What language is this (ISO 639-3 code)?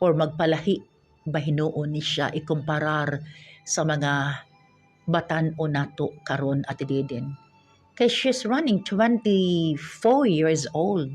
ceb